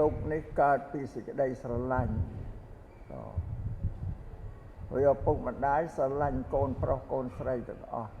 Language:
Khmer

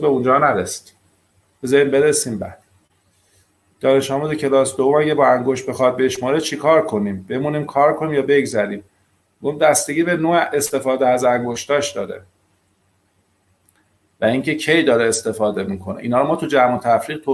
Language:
Persian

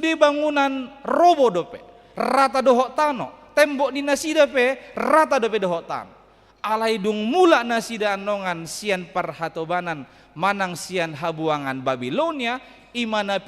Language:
Batak Toba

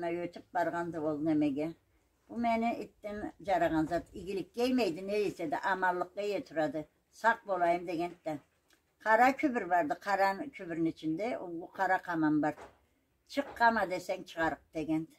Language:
Karachay-Balkar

